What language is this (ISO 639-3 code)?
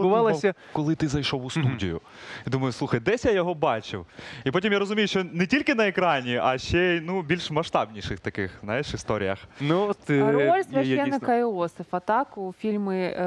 ukr